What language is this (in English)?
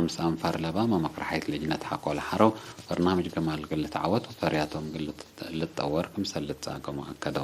Tigre